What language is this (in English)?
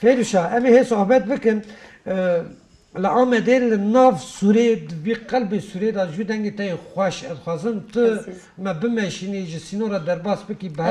Kurdish